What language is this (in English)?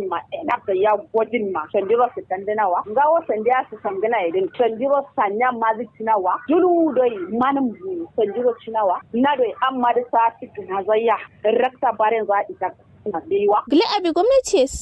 Kanuri